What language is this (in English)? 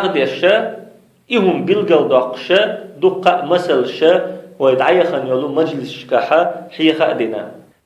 Chechen